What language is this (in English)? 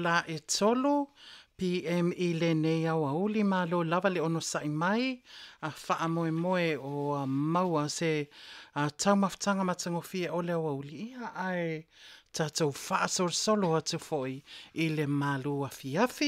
Samoan